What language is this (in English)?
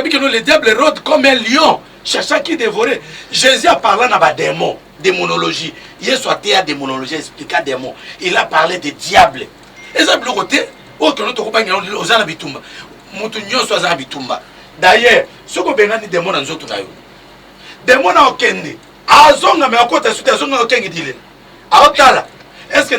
Lingala